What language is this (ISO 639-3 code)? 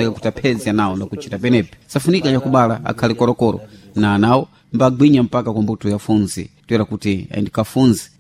seh